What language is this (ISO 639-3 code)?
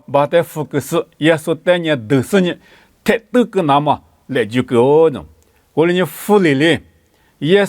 lis